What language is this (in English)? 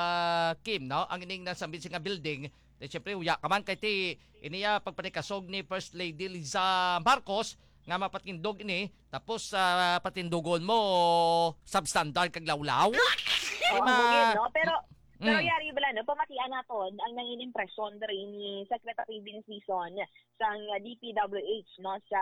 Hiligaynon